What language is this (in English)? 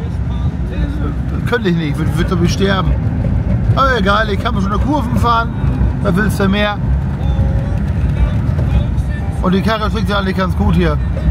German